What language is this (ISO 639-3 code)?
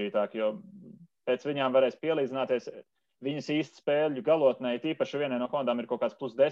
lav